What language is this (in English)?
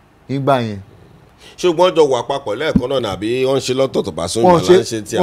Yoruba